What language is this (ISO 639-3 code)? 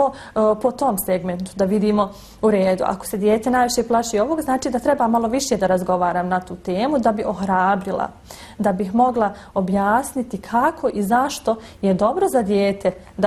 bos